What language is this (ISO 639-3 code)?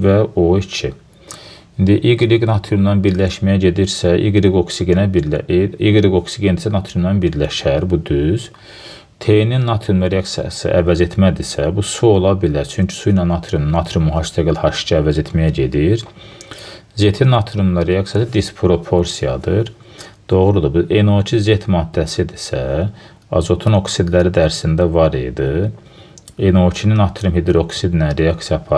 aze